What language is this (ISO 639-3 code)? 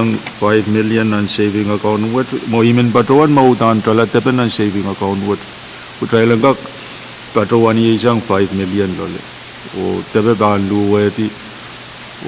pon